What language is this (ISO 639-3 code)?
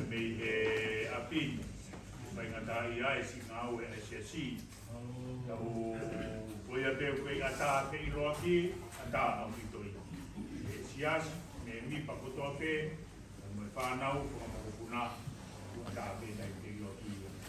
ton